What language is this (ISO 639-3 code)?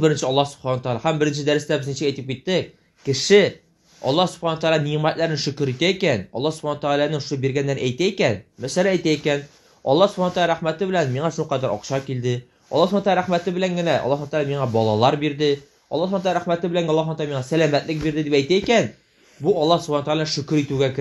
tat